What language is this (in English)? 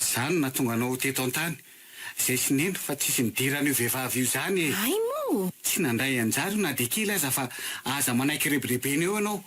Malagasy